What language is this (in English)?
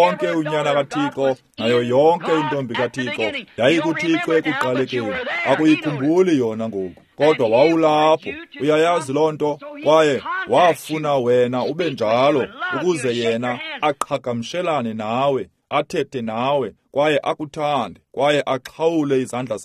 Xhosa